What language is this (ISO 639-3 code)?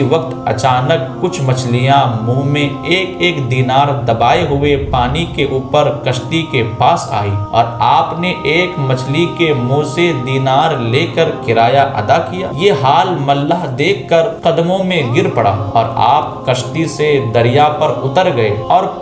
urd